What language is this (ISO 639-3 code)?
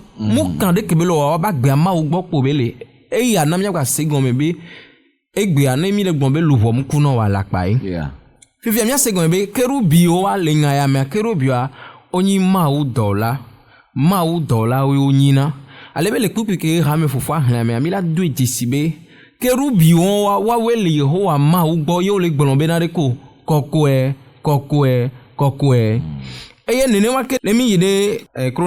ewe